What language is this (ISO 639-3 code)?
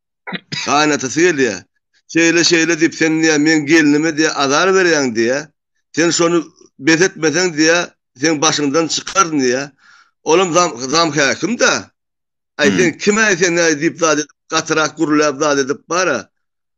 tuk